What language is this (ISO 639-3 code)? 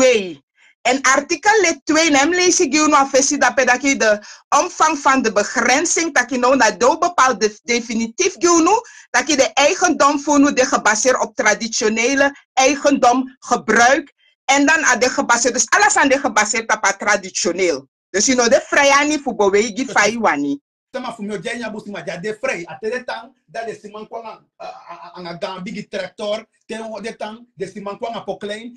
srn